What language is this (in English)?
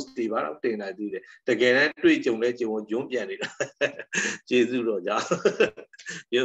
Burmese